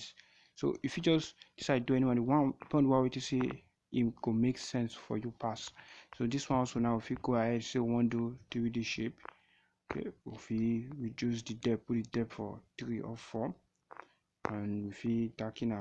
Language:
Nigerian Pidgin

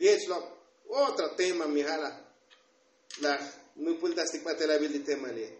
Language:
Tzotzil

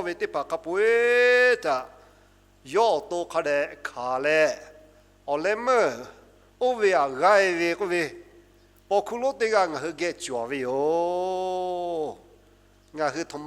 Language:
Lahu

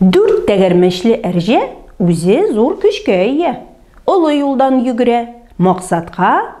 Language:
Tatar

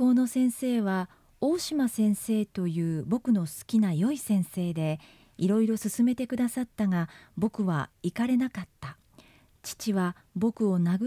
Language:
Japanese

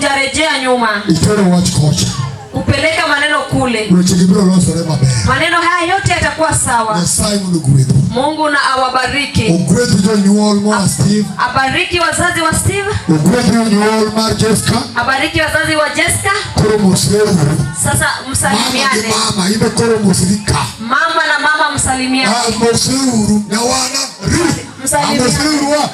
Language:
Luo (Kenya and Tanzania)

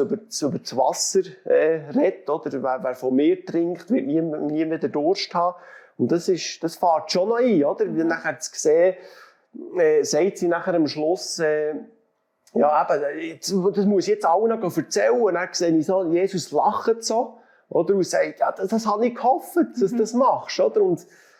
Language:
Swiss German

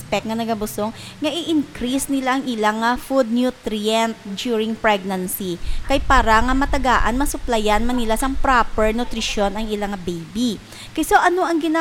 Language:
Hiligaynon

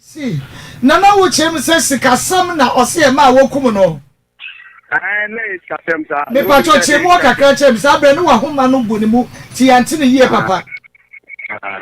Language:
Akan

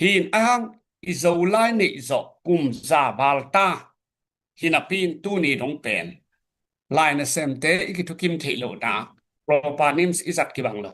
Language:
Tedim Chin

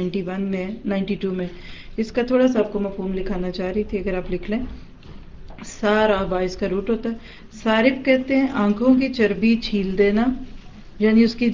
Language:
Urdu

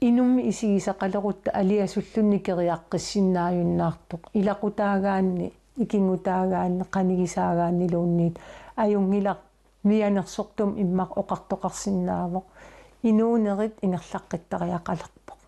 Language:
Kalaallisut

